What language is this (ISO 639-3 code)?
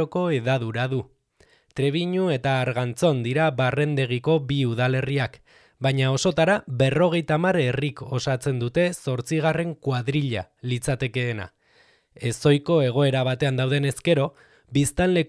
eus